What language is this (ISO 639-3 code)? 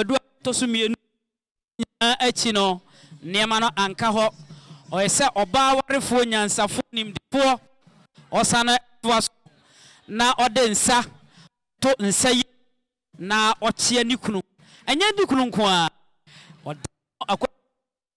aka